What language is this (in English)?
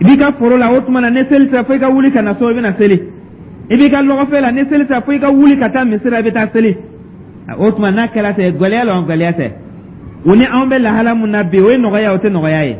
Dyula